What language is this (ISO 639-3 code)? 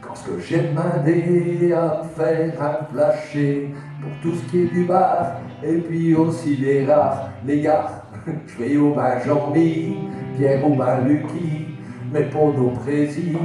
pcd